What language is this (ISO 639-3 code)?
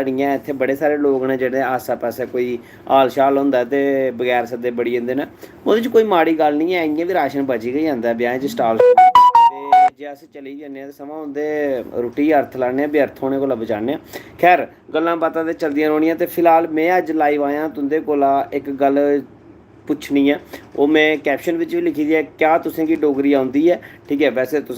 doi